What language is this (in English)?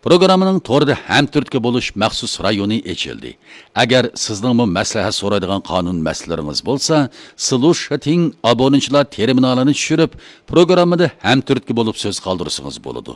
Uyghur